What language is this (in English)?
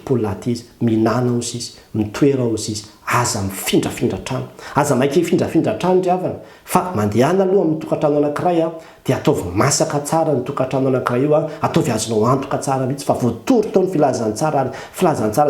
Malagasy